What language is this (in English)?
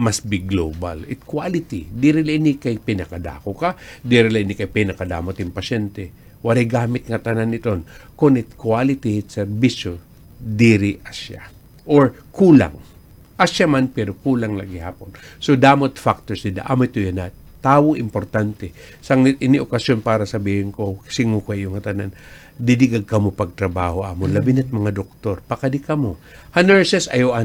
Waray